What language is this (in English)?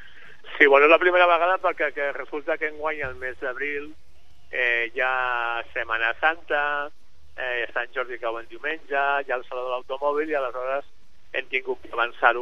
Catalan